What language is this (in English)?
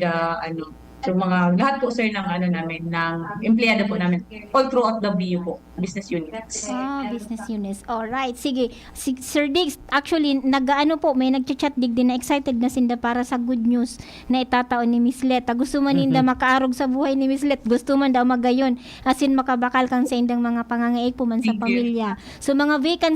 Bikol